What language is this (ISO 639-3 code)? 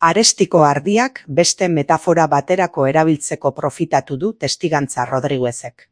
eus